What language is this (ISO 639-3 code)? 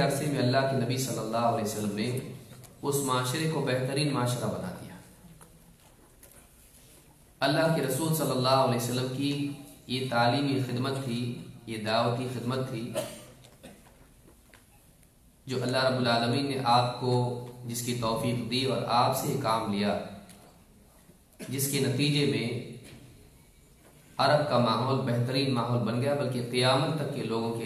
urd